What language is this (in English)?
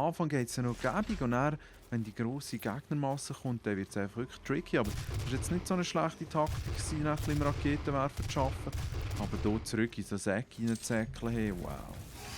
Swiss German